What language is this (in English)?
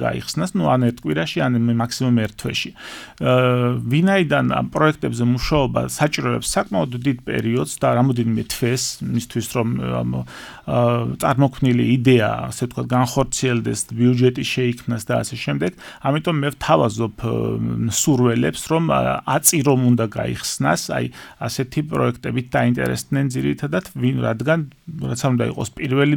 Georgian